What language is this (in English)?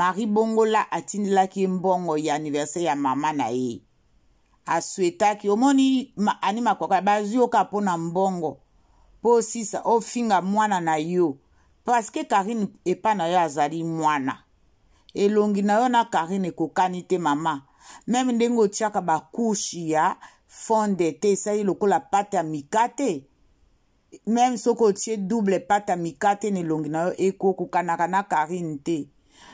Lingala